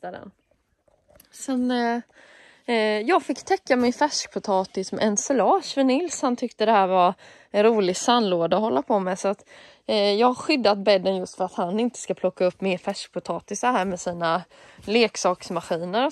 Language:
Swedish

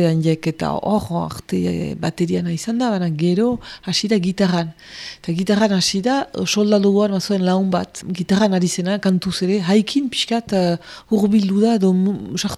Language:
Basque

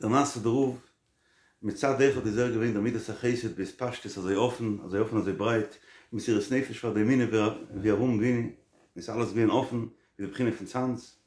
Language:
Yiddish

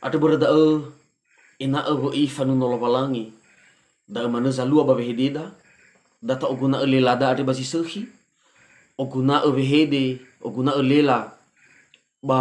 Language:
Nias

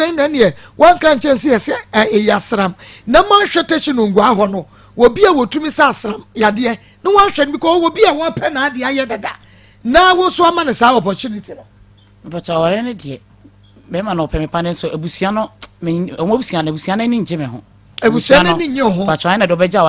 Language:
Akan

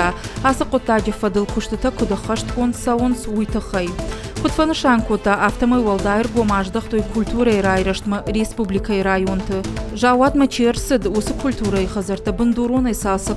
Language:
Ossetic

